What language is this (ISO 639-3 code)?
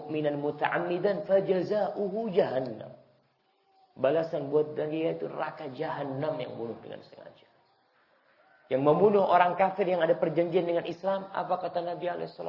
ind